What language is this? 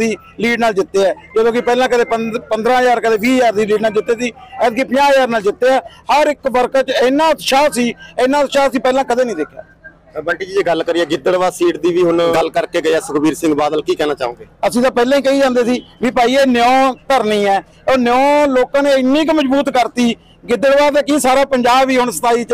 Punjabi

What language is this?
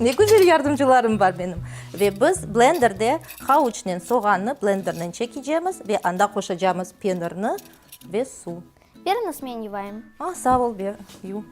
Crimean Tatar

